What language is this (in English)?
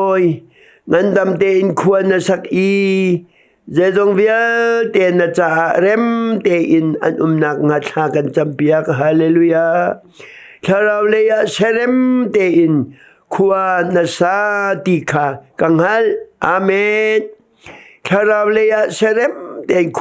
Hakha Chin